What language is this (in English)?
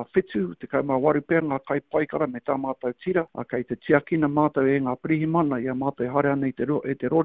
Māori